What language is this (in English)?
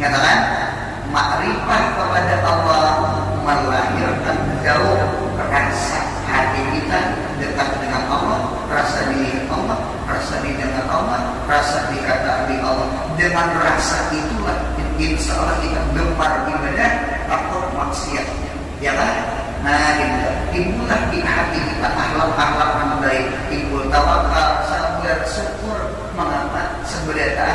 Banjar